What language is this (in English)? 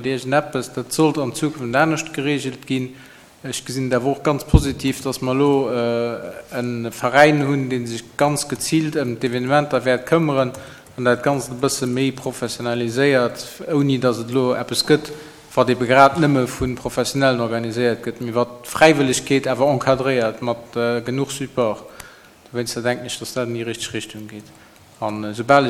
Luxembourgish